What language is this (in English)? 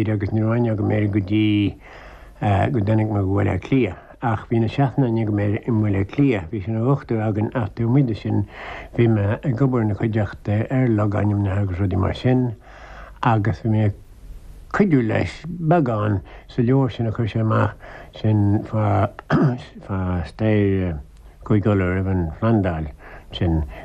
Irish